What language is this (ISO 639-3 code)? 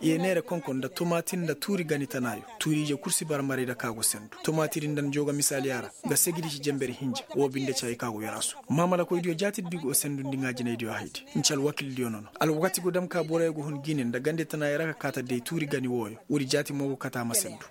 ses